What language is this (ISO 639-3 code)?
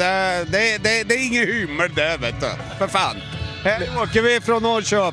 swe